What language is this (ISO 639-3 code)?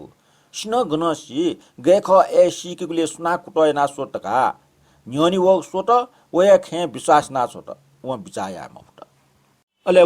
new